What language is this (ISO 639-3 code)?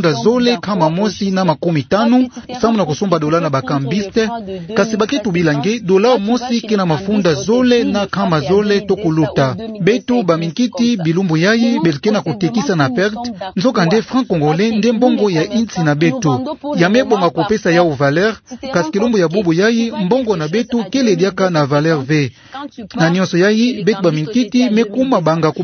ktu